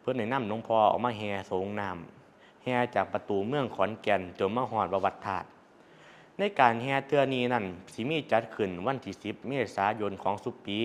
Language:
Northeastern Thai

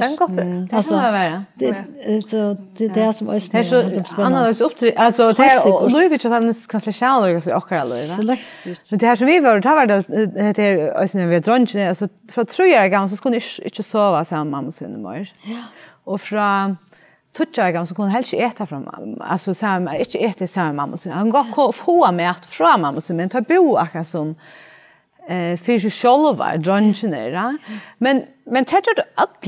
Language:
Faroese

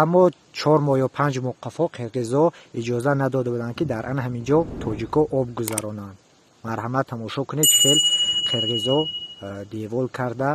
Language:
Tajik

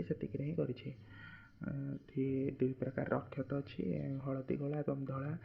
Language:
Odia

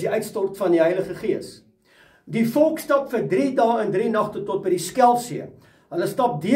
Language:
Afrikaans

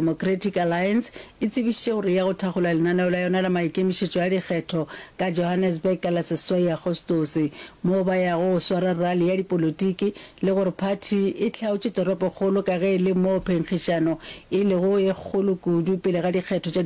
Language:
Northern Sotho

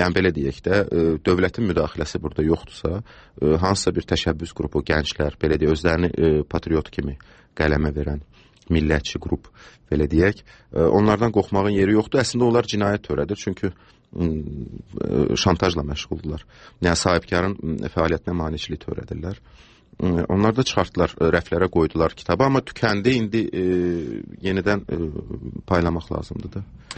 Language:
Azerbaijani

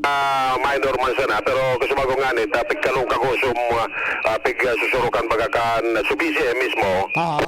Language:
Bikol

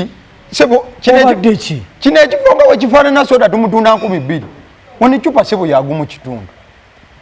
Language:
Ganda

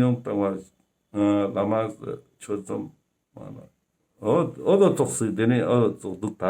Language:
Ladakhi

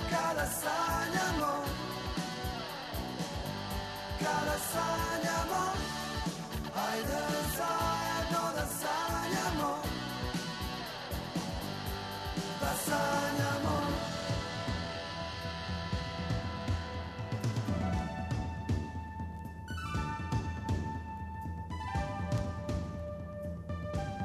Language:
Serbian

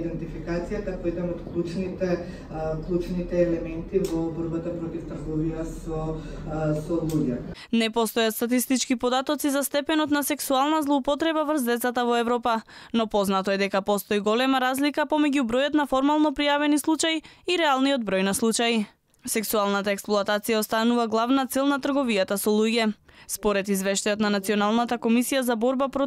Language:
Macedonian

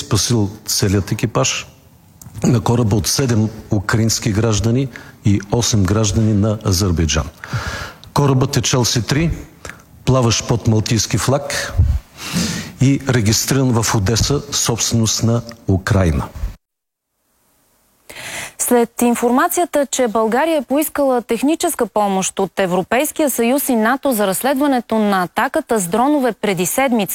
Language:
Bulgarian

